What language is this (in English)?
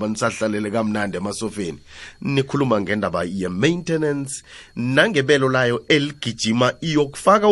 South Ndebele